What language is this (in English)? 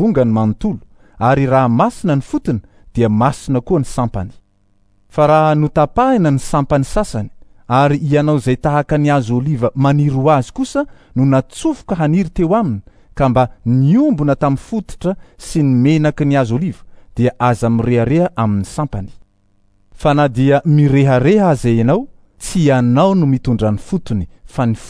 Malagasy